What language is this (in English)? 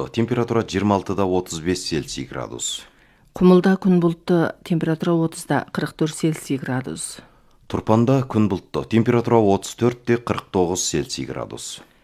Kazakh